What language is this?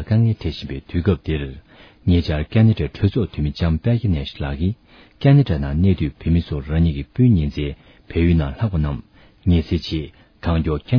Tibetan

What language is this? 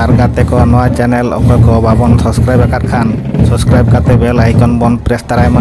Santali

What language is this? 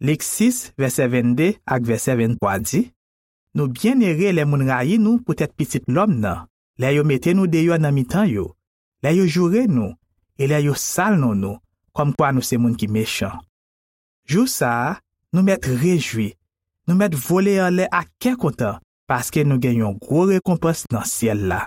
Haitian Creole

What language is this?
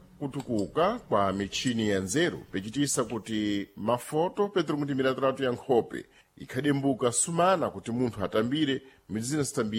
Sena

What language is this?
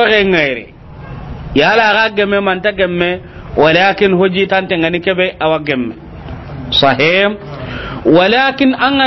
Soninke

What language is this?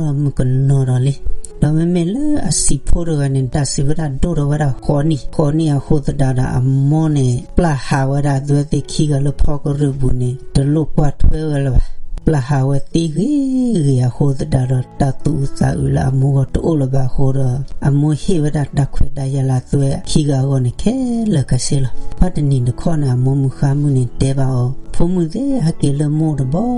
S'gaw Karen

